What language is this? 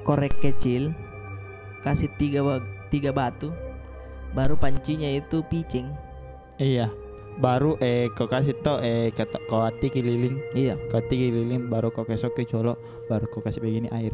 Makassar Malay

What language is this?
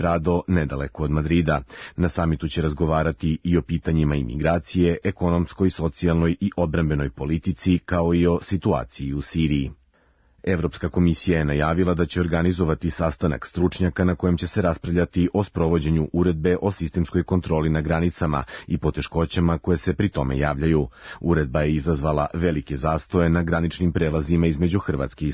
Serbian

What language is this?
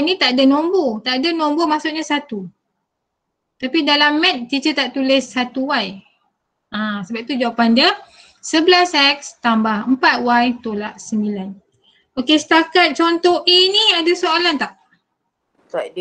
Malay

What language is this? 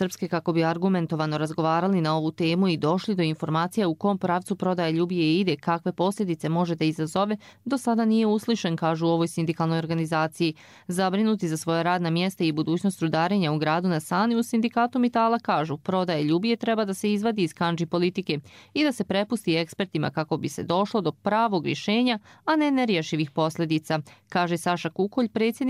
Croatian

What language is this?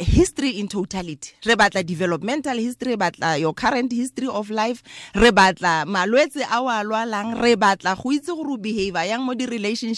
Tswana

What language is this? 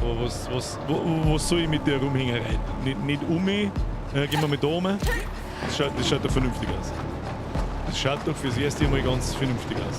Bavarian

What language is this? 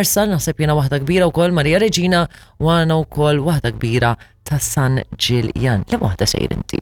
Maltese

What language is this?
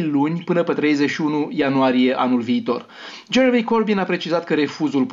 Romanian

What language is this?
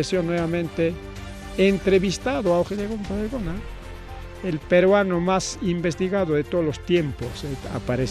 Ayacucho Quechua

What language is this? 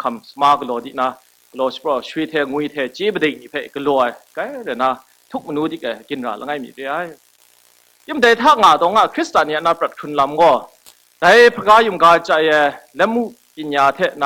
Kachin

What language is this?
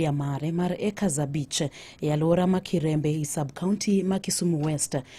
Luo (Kenya and Tanzania)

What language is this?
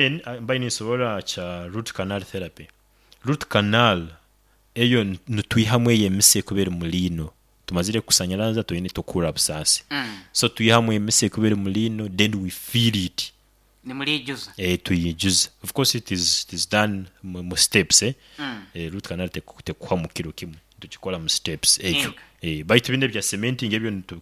Nyankole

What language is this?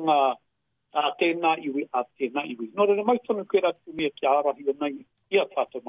Māori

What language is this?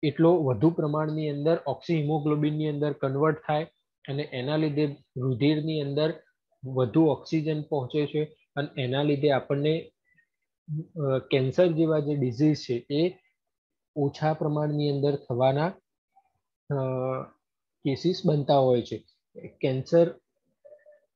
Gujarati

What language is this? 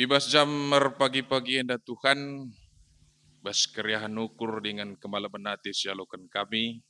Batak Karo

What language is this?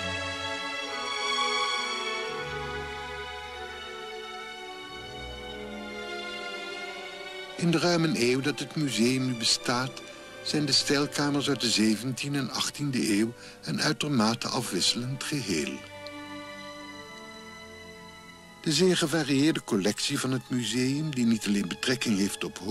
Dutch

